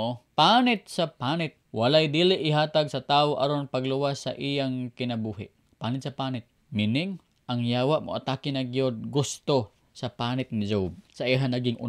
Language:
Cebuano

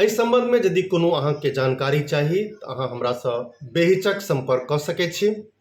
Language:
Maithili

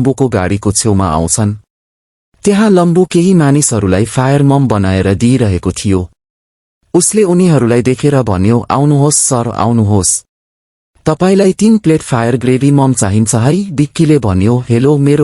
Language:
Nepali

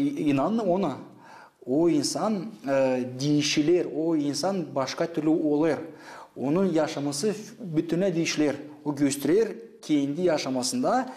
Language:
Gagauz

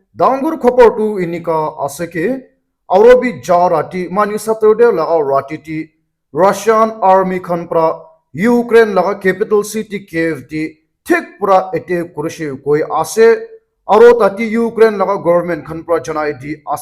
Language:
Naga Pidgin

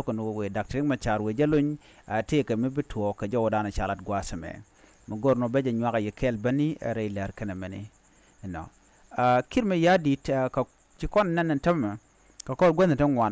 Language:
Nuer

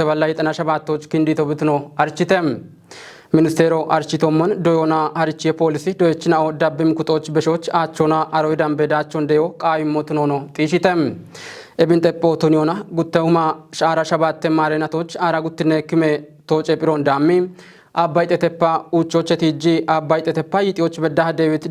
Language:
Kafa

